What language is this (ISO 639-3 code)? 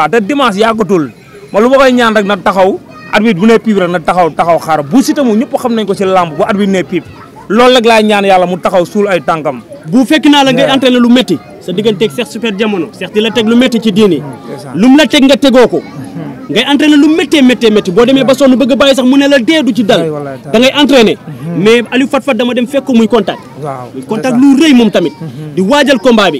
wol